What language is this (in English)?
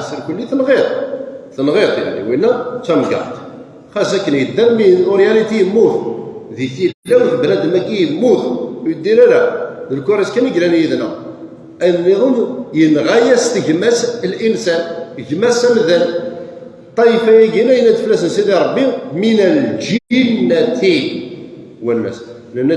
Kabyle